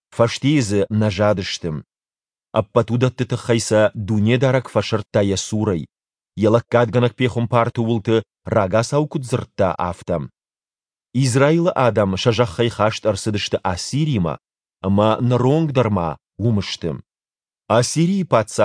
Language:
Ossetic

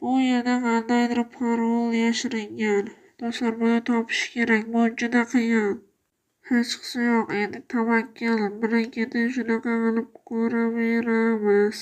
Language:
Uzbek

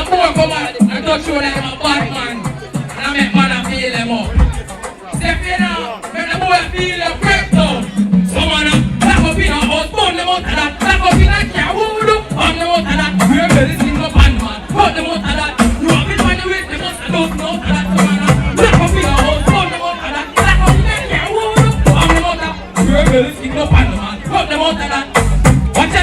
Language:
Jamaican Creole English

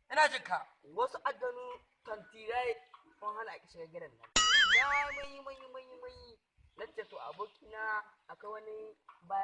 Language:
Hausa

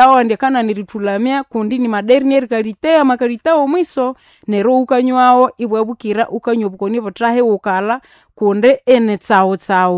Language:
Nande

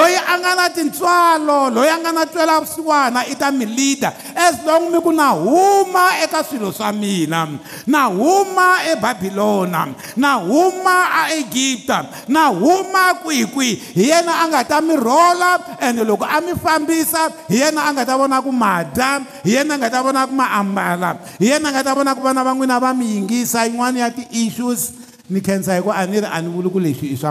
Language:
Tsonga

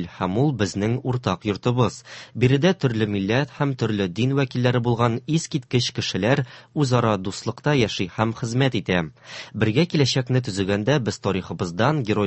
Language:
Tatar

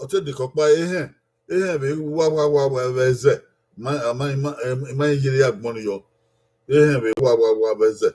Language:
Bini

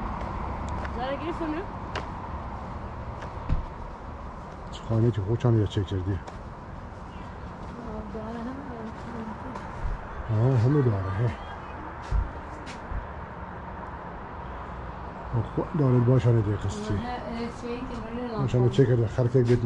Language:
Persian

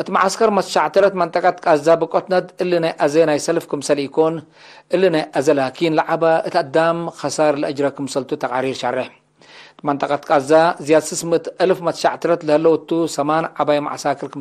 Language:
Tigre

